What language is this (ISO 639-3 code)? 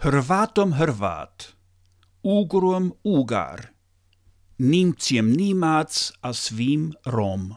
srp